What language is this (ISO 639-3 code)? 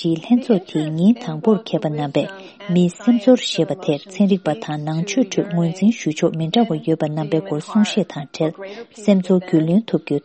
bod